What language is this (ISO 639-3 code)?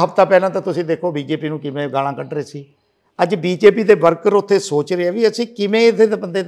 pan